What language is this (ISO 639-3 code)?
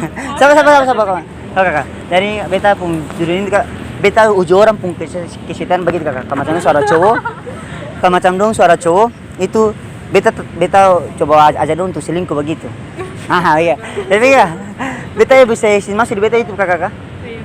abs